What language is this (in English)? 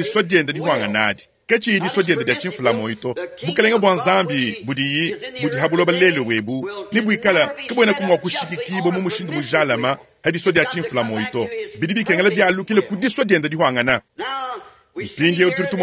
Luba-Lulua